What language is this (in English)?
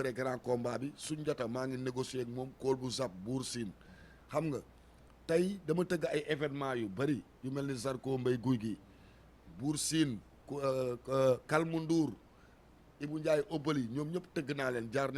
Wolof